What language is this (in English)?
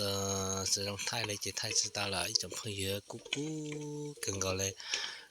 Hmong